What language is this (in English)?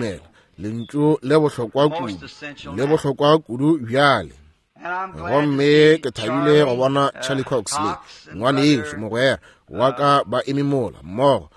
Northern Sotho